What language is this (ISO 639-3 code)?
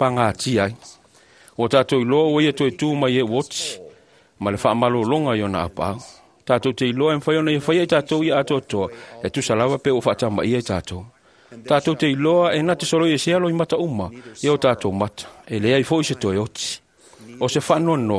smo